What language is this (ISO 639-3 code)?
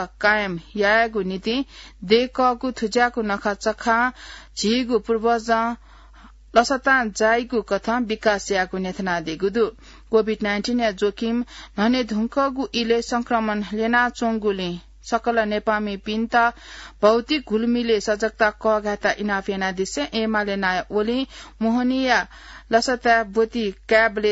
new